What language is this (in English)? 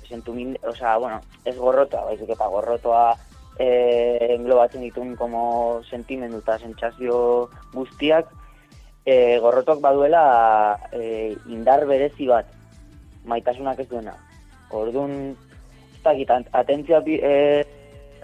Basque